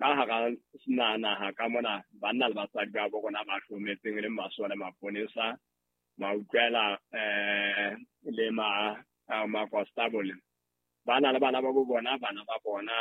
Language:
Southern Sotho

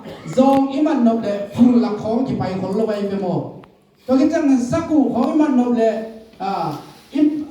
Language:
Tedim Chin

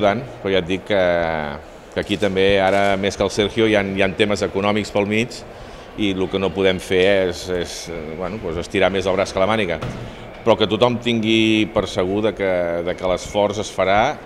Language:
Catalan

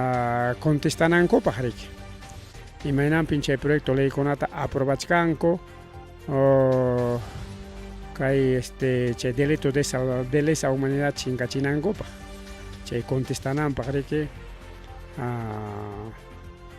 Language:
Ayacucho Quechua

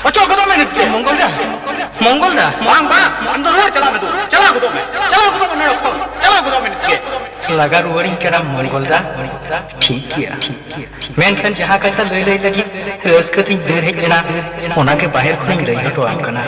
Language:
Santali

